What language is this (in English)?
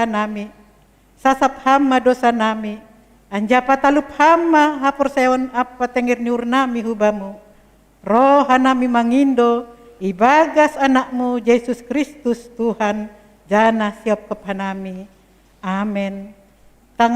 Batak Simalungun